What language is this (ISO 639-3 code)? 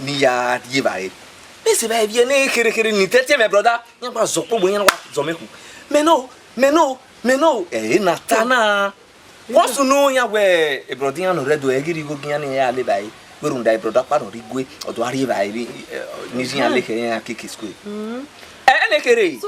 bin